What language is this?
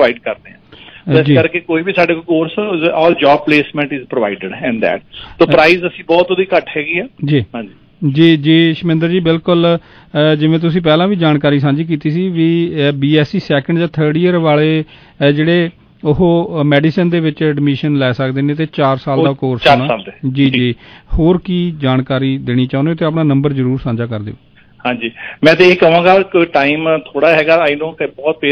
Punjabi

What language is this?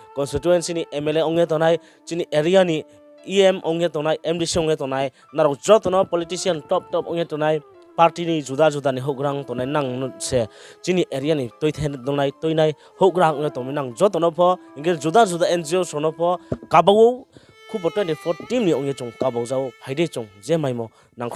Riang (India)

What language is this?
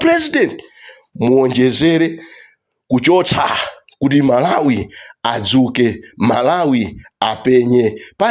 Nyanja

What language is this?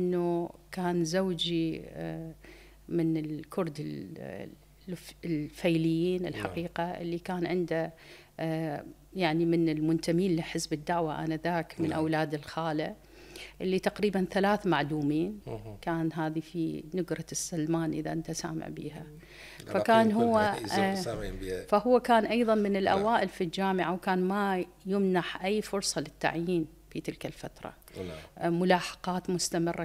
Mesopotamian Arabic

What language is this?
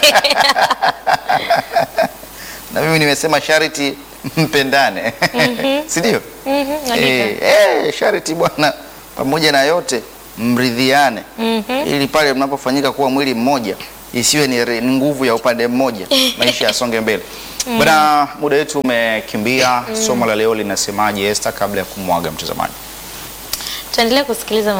Swahili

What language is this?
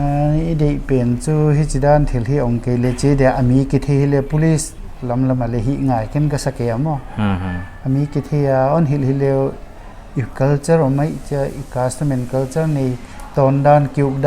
Paite Chin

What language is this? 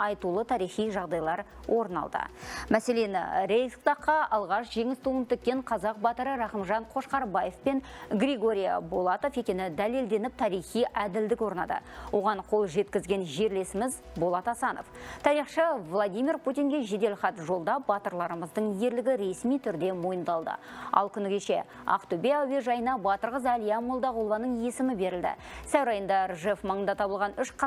Kazakh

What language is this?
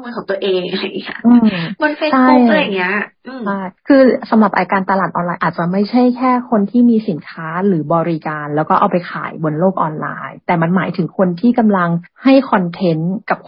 Thai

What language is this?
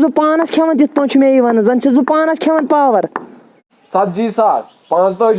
Kashmiri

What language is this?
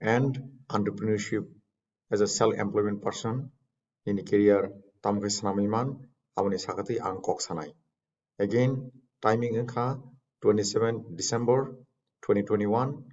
Kok Borok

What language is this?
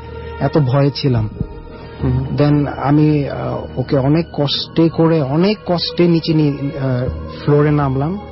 Bangla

